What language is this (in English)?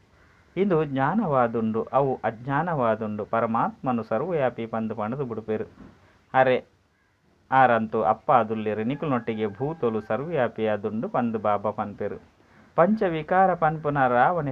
Tulu